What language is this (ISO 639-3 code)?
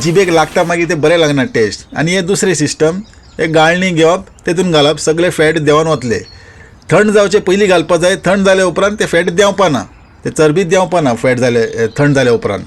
kok